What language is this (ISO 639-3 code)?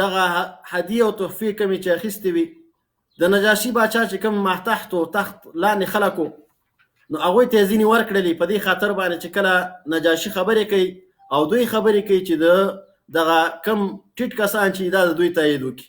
pus